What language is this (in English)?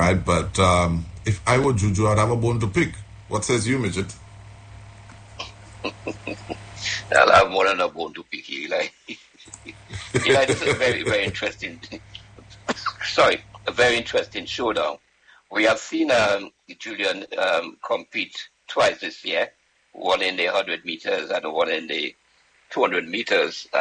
English